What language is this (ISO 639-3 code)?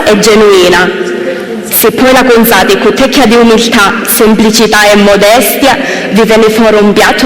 scn